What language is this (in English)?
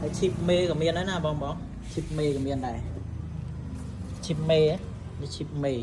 Khmer